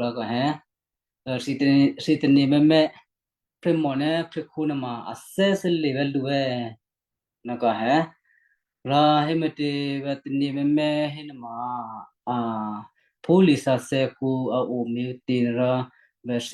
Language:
Western Kayah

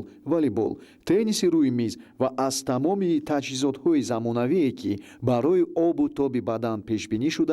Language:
Tajik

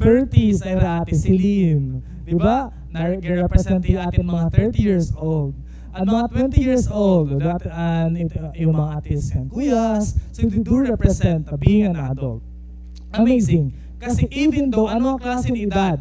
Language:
Waray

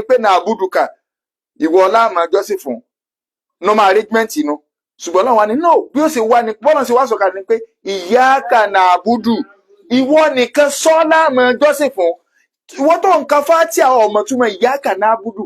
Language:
Yoruba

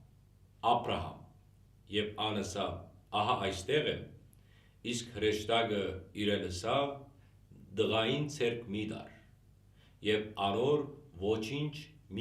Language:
Western Armenian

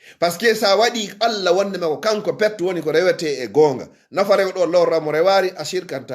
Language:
Fula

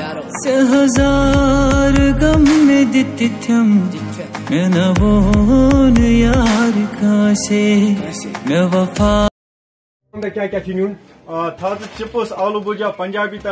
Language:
Kashmiri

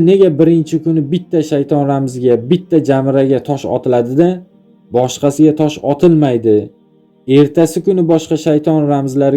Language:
Uzbek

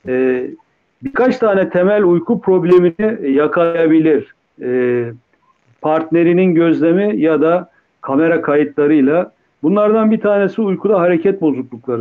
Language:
Turkish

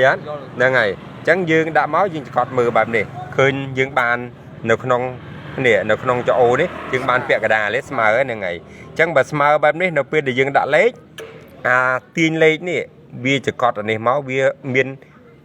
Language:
Khmer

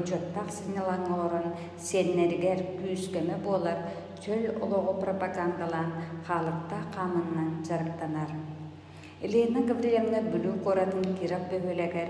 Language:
Yakut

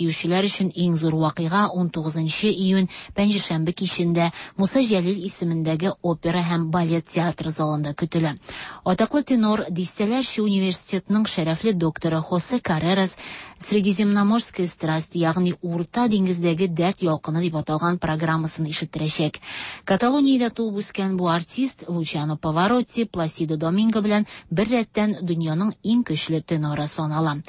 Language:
Tatar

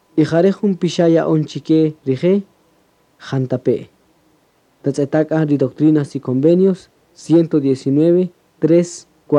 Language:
Kaqchikel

